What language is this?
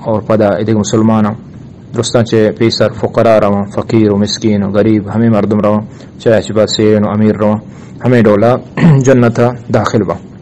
Eastern Balochi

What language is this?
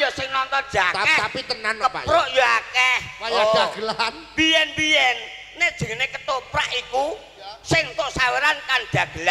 Javanese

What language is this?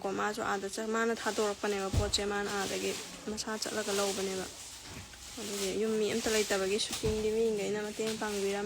Manipuri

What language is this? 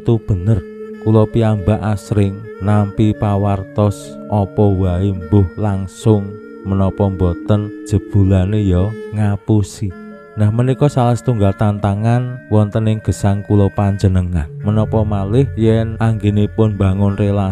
Javanese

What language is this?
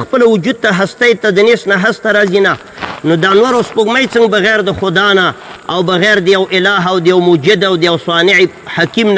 Pashto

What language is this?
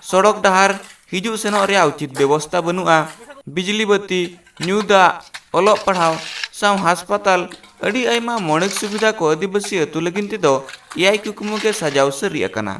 Santali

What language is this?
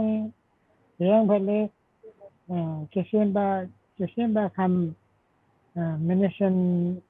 Limbu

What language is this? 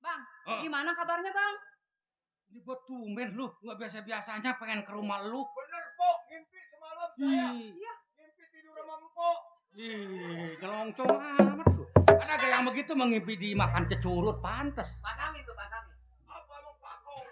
Betawi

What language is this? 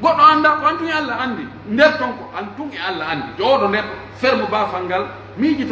Pular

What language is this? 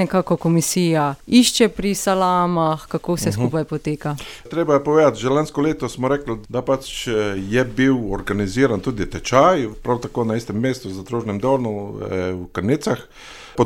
Slovenian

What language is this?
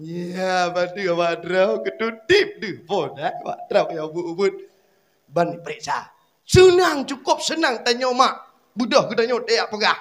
Achinese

